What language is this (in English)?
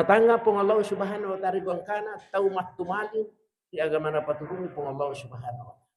Buginese